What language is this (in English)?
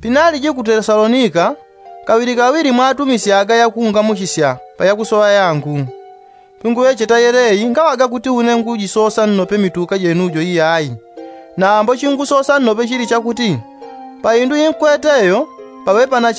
Yao